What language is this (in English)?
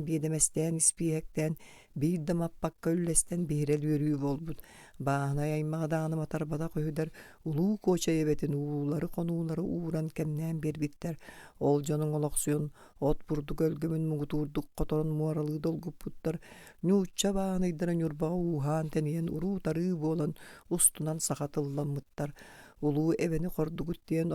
Yakut